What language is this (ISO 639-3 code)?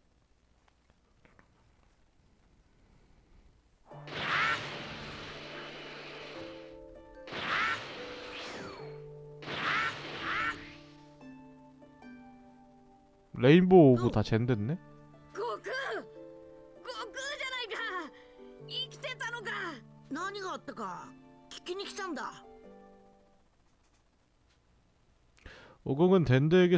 kor